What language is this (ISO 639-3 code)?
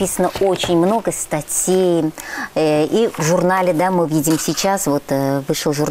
rus